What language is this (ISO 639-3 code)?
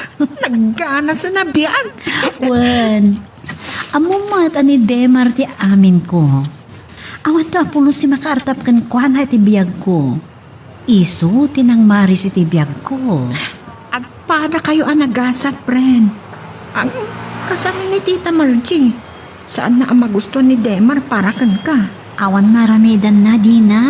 ilo